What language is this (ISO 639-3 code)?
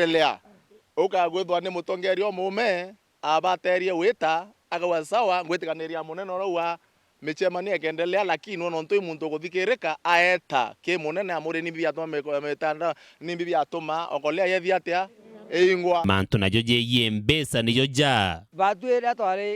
mer